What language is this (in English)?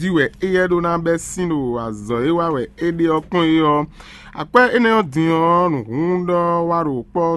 Fon